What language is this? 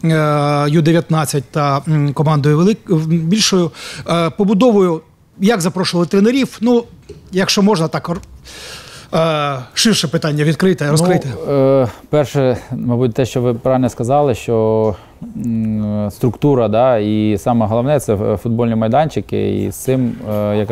Ukrainian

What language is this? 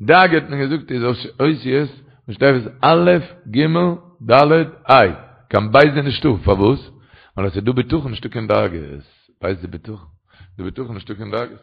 Yiddish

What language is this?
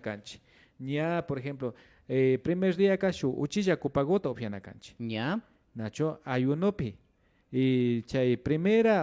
Imbabura Highland Quichua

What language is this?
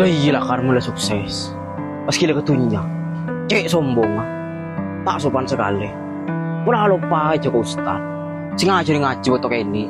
Madurese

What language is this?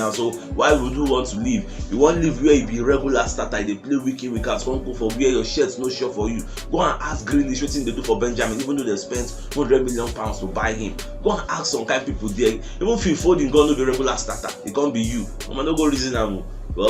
Nigerian Pidgin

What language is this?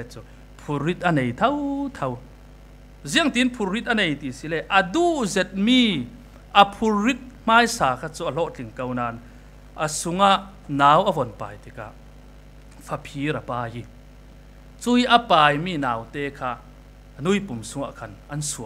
Falam Chin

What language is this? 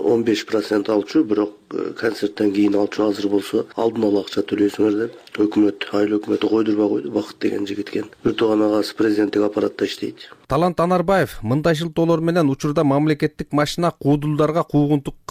Kyrgyz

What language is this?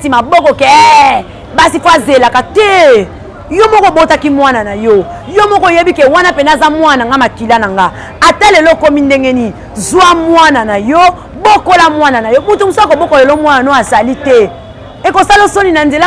Lingala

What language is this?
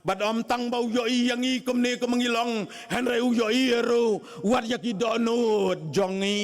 Khasi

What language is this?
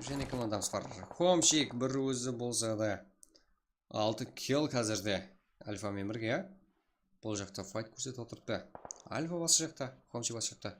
Kara-Kalpak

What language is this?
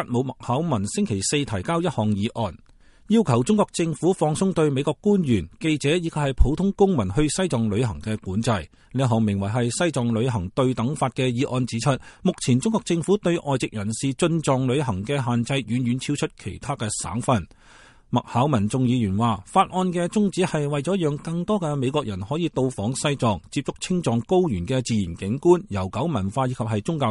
Cantonese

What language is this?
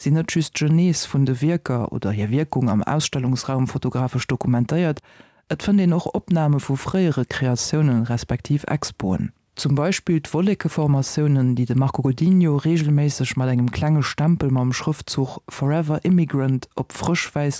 Luxembourgish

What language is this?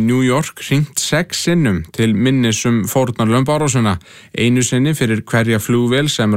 Icelandic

